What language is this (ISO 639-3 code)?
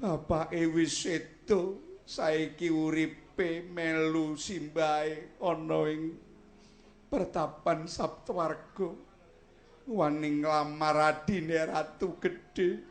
jav